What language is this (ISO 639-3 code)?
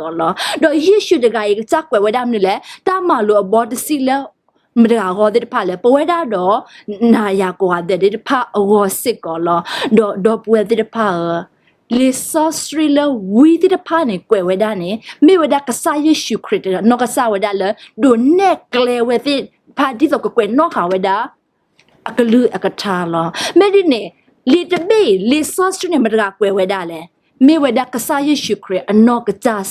ksw